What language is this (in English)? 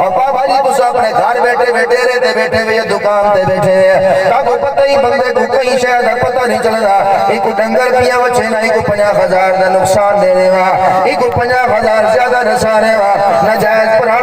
Saraiki